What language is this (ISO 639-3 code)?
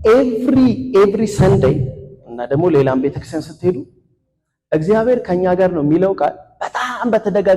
amh